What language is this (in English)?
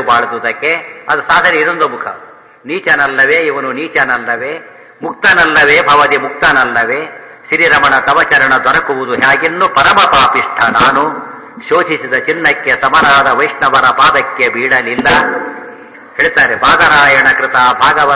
Kannada